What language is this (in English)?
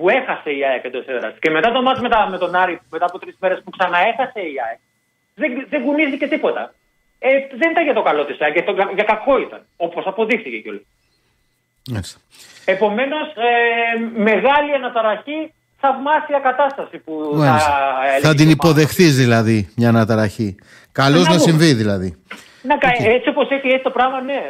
Greek